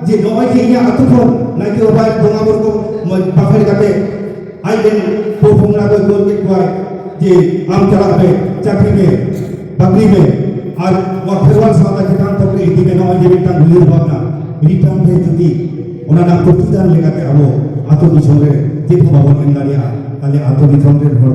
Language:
Santali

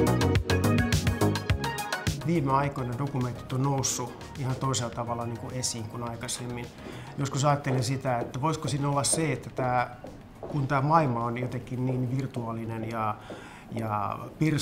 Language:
Finnish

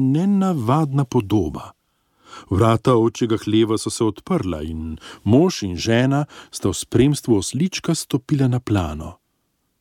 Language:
Slovenian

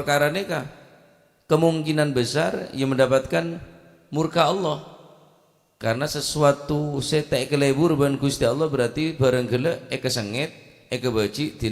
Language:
Madurese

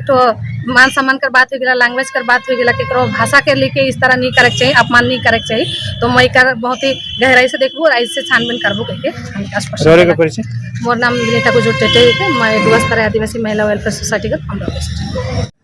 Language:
Sadri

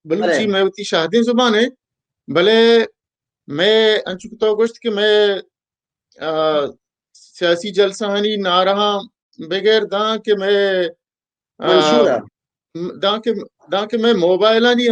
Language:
Baluchi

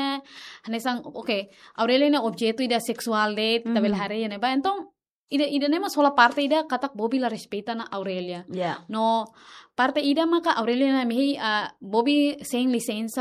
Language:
Tetum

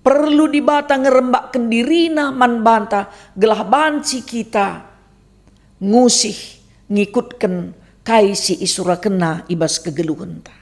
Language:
Batak Karo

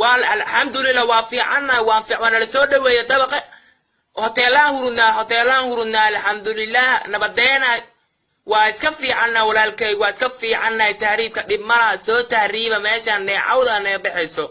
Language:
Somali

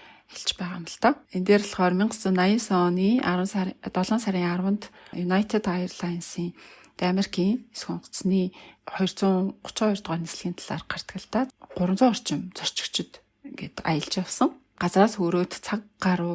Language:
Mongolian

